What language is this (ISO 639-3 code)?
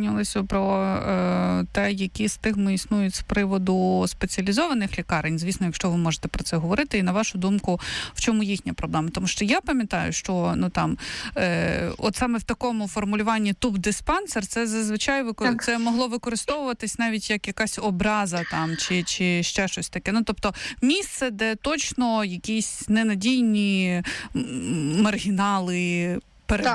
ukr